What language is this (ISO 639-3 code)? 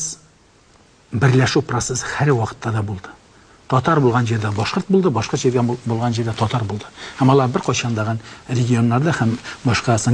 bak